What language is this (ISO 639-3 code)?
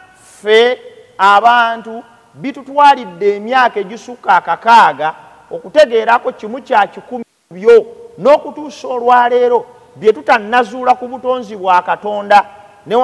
lug